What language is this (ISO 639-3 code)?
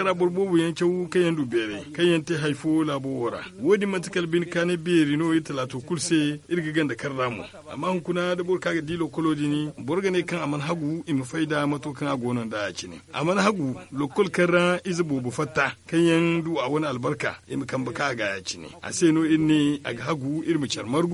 dje